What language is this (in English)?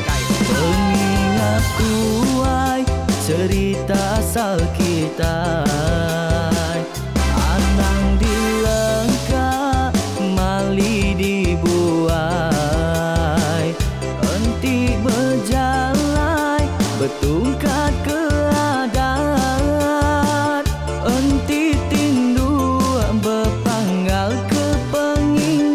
Iban